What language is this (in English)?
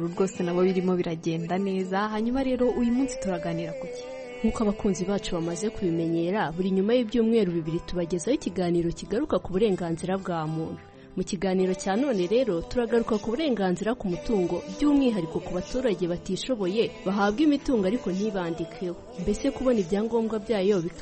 Kinyarwanda